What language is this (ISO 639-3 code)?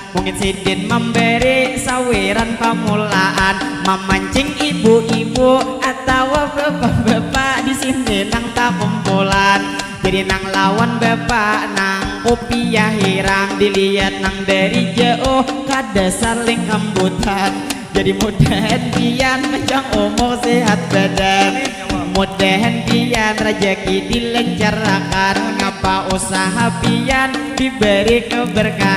bjn